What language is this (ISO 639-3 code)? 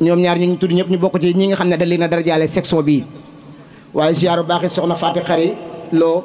wol